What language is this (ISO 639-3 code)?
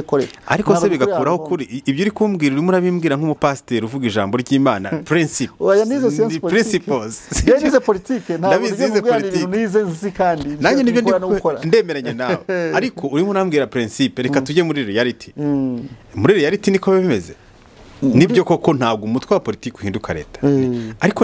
kin